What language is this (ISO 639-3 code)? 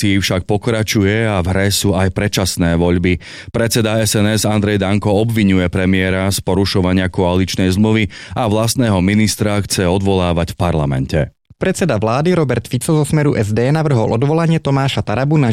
slk